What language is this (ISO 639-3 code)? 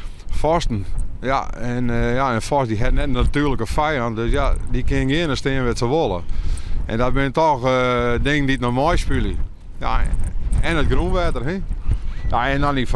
fry